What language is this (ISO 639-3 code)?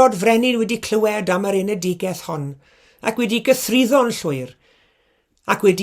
cym